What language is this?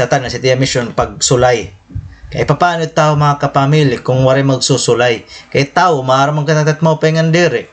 Waray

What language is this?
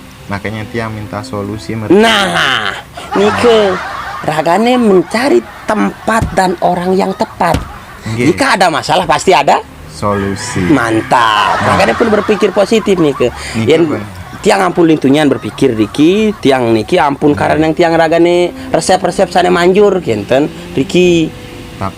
Balinese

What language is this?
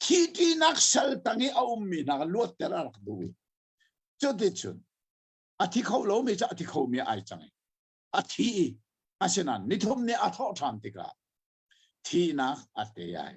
Hakha Chin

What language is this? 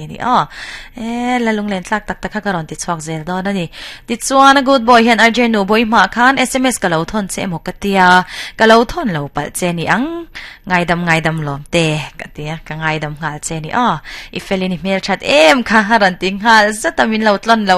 Mizo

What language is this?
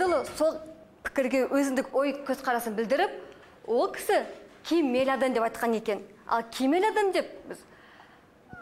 Kazakh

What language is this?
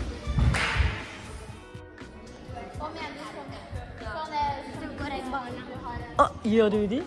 Norwegian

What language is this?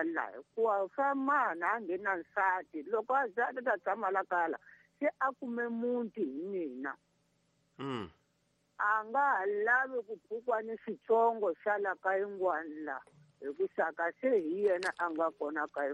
Tsonga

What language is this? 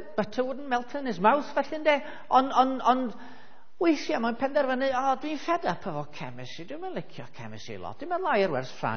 Welsh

